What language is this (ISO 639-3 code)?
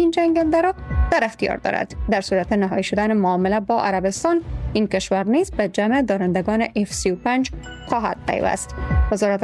fas